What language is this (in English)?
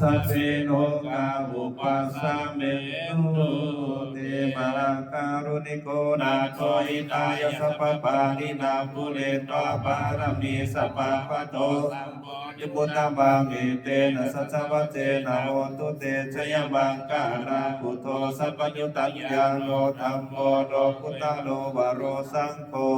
Pali